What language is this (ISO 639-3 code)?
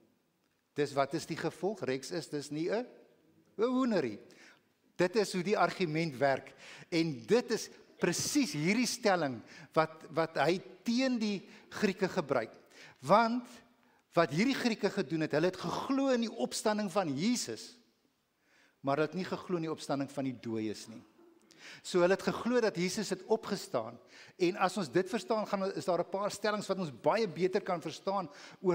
afr